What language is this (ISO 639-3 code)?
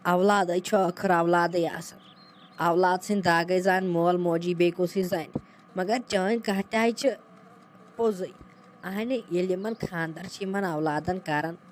kas